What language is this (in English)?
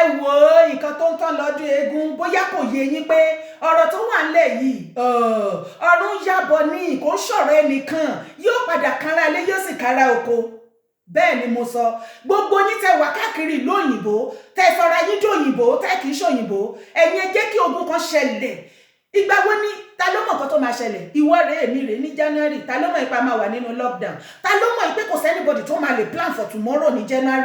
Yoruba